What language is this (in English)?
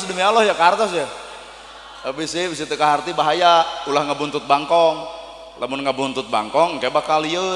Sundanese